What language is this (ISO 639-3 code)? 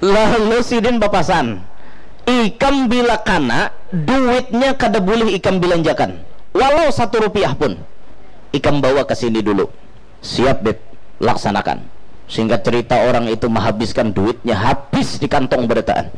bjn